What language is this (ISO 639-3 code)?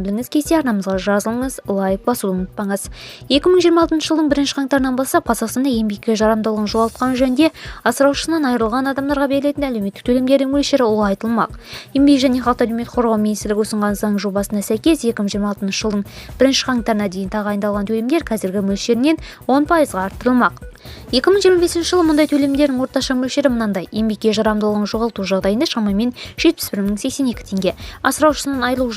kaz